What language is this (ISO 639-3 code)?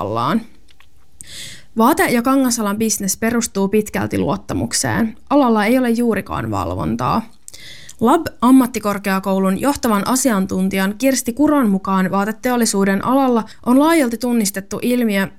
fin